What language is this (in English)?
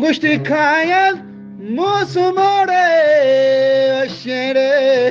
Eastern Balochi